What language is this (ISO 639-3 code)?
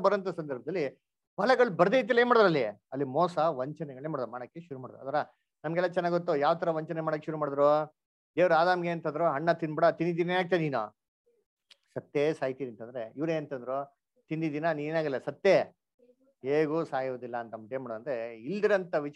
kan